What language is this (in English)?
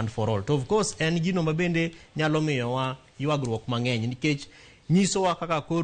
Luo (Kenya and Tanzania)